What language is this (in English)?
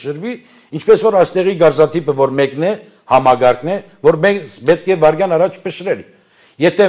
Armenian